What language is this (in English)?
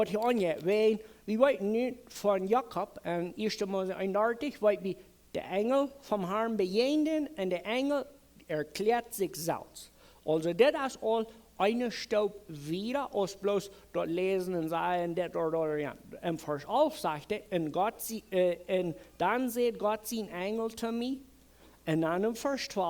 Plautdietsch